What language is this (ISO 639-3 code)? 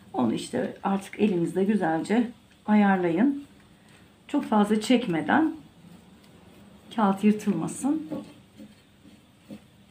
tur